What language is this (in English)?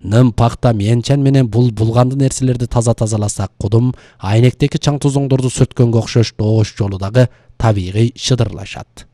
Kyrgyz